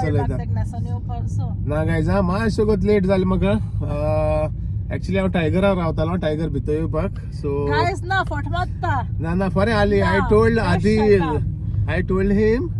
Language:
Konkani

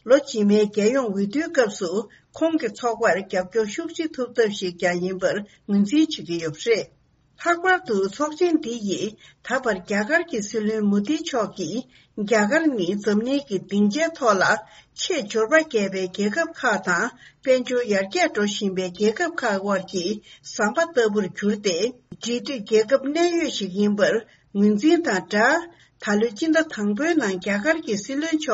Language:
Tibetan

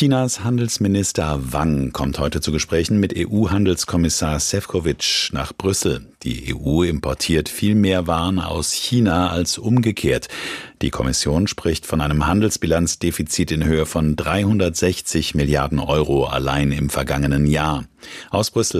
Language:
German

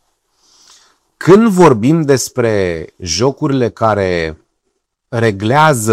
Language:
Romanian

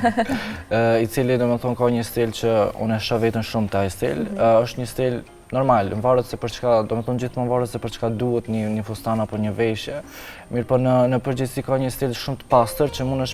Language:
Albanian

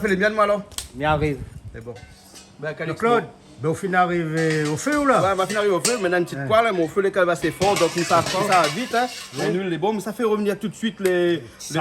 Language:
Réunion Creole French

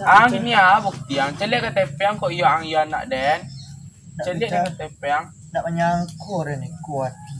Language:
Minangkabau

